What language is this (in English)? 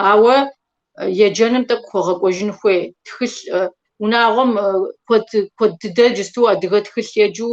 Kabardian